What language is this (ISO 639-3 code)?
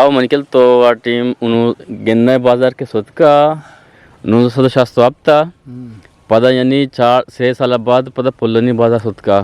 bgp